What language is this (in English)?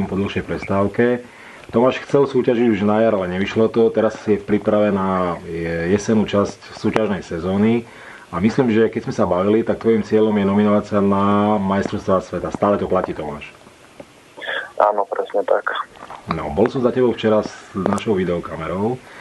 Slovak